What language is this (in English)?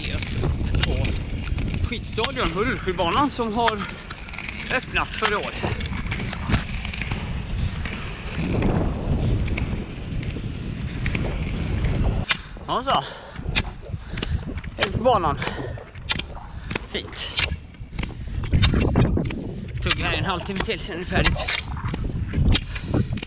Swedish